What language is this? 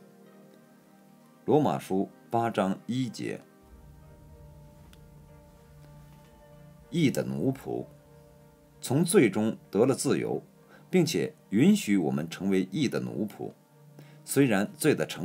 Chinese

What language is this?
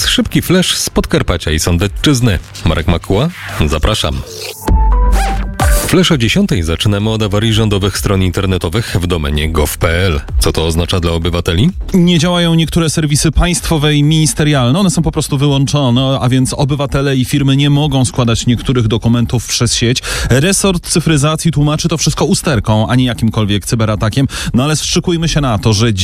Polish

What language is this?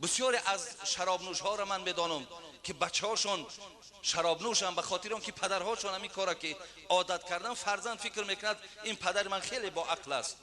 Tajik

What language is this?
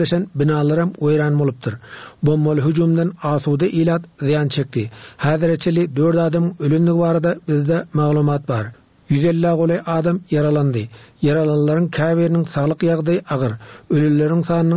Turkmen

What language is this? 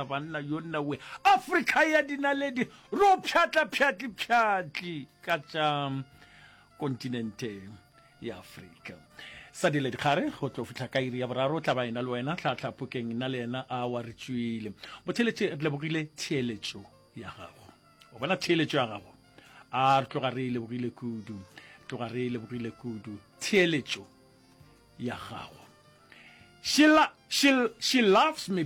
Northern Sotho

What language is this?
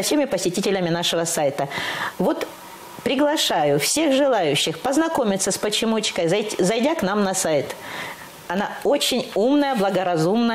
Russian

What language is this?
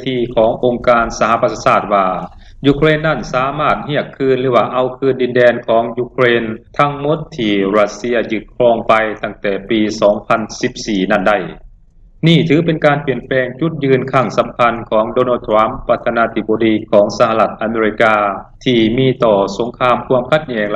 Lao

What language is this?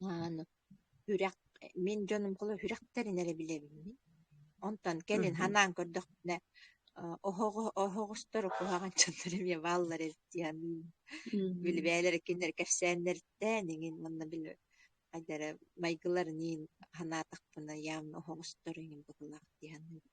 Yakut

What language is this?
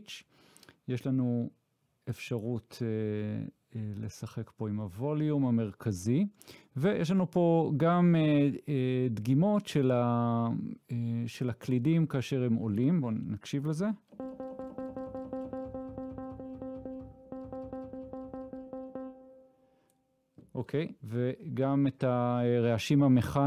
Hebrew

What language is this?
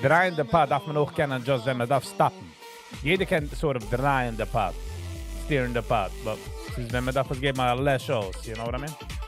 Yiddish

